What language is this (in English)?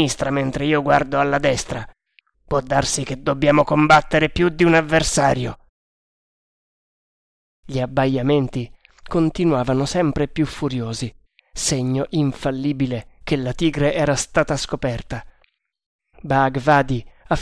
Italian